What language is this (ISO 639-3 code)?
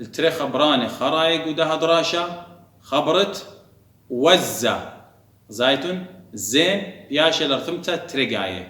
aii